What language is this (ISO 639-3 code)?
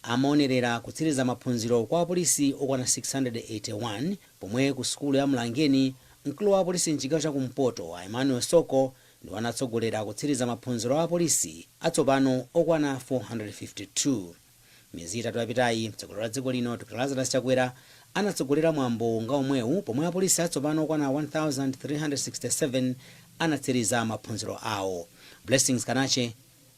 nya